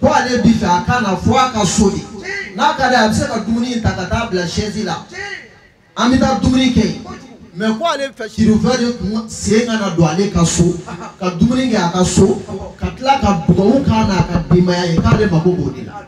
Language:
Bambara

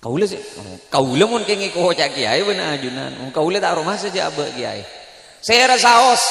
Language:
Madurese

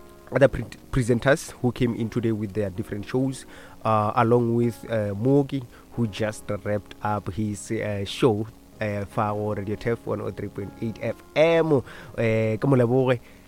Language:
Northern Sotho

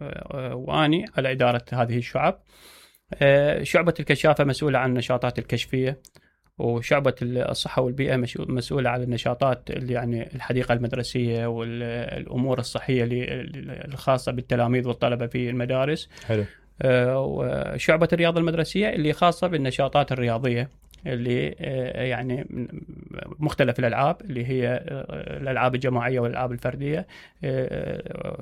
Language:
Mesopotamian Arabic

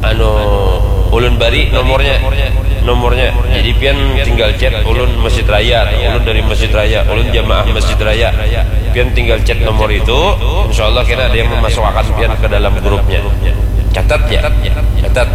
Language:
Banjar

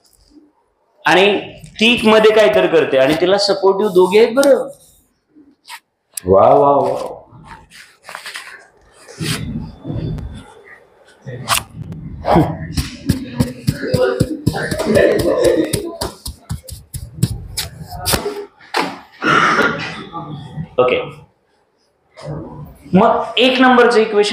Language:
Marathi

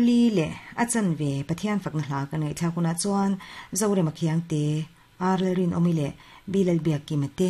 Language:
Mizo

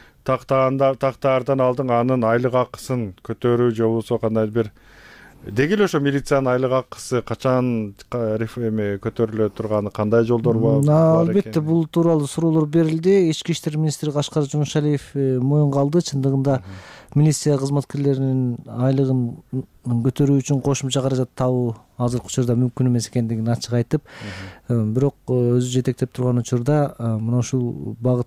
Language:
Kyrgyz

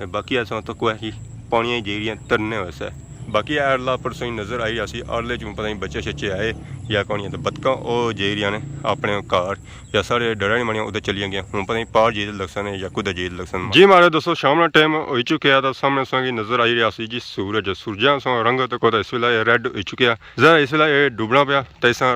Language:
Pahari-Potwari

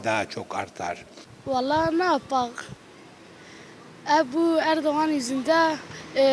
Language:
Turkish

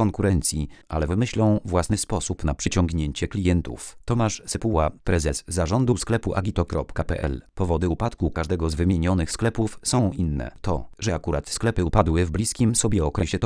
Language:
Polish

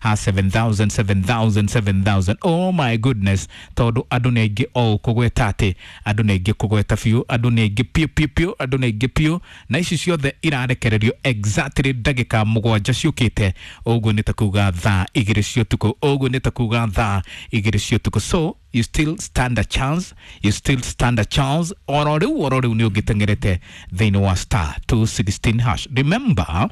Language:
Kikuyu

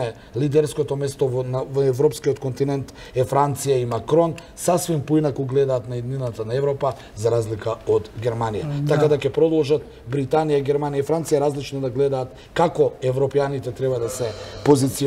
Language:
Macedonian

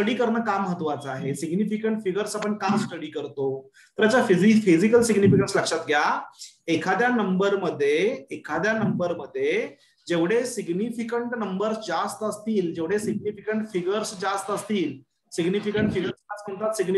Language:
Marathi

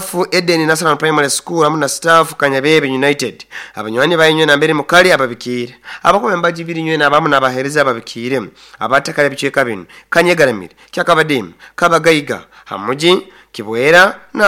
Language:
Nyoro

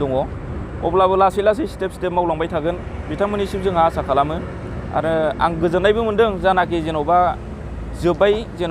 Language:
Bodo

